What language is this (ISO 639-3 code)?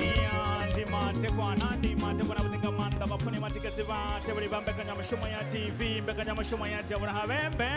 ven